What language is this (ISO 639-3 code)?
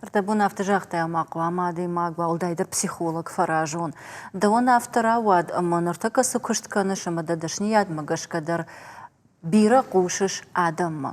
oss